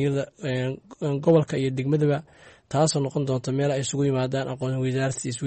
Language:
Somali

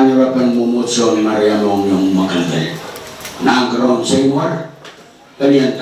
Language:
Pohnpeian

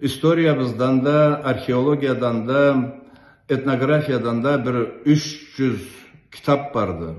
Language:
Karachay-Balkar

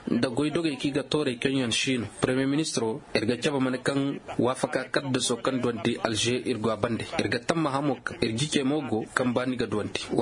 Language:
Koyraboro Senni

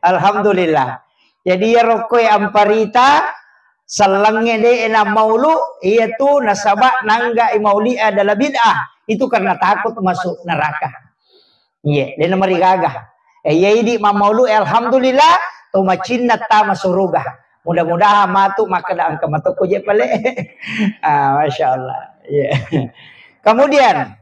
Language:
Buginese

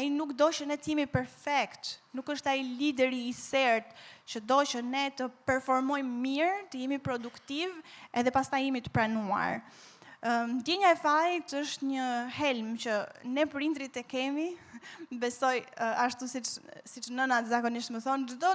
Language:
Albanian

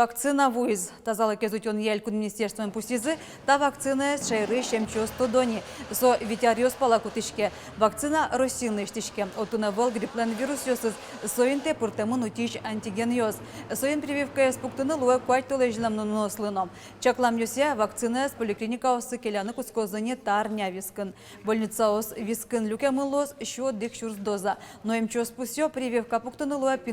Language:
Udmurt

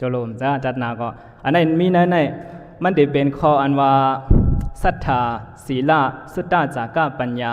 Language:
Shan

